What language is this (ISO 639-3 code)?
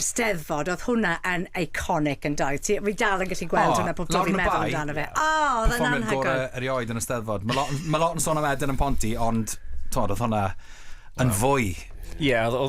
cym